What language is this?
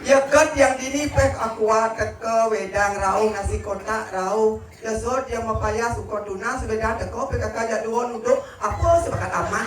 Balinese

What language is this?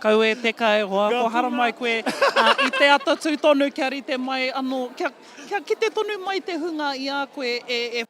Māori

